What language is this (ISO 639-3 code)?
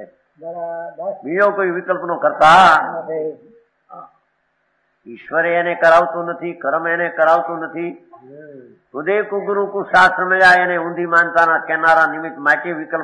guj